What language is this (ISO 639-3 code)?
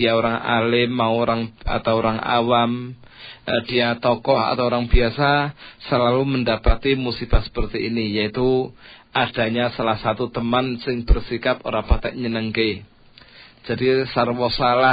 ind